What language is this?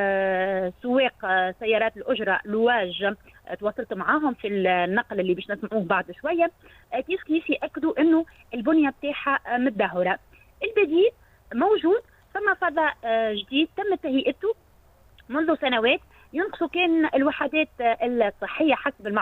Tunisian Arabic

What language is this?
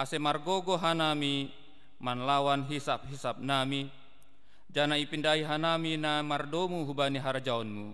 Batak Simalungun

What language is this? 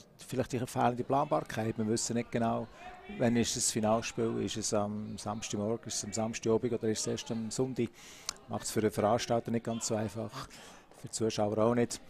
German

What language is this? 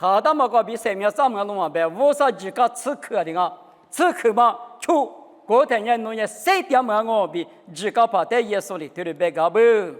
Lisu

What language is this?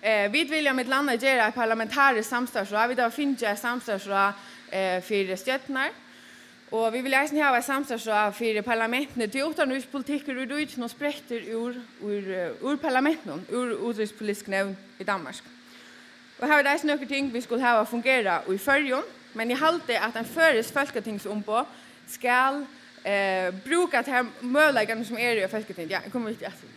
Faroese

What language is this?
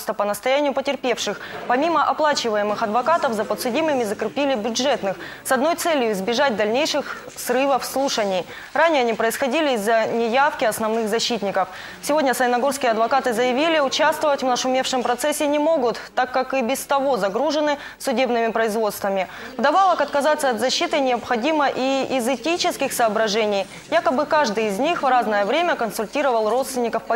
Russian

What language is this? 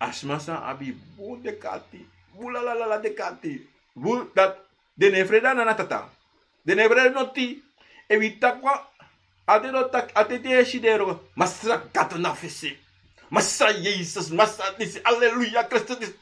Sranan Tongo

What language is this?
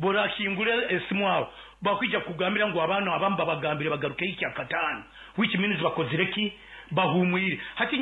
Nyoro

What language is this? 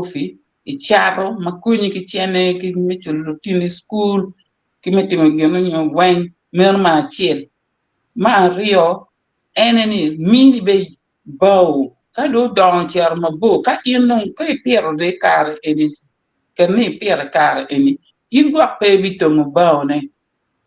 Acoli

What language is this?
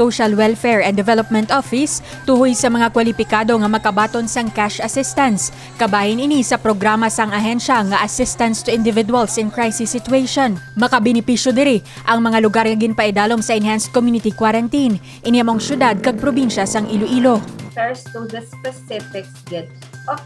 Hiligaynon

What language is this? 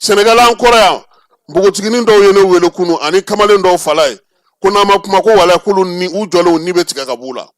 Bambara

